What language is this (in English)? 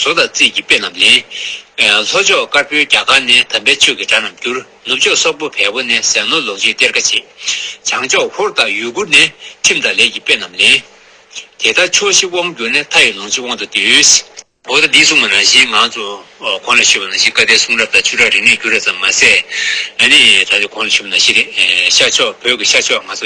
Tibetan